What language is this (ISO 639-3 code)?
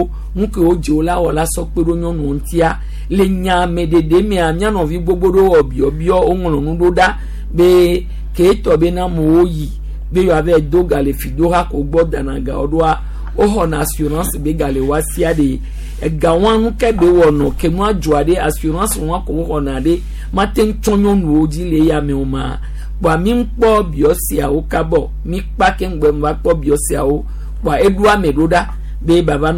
gej